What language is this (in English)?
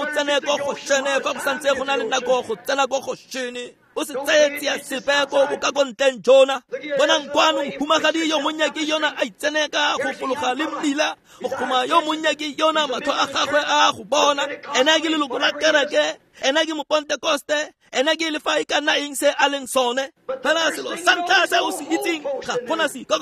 Tswana